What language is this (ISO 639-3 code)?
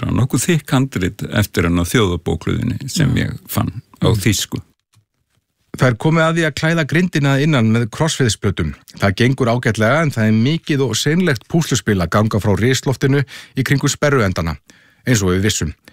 isl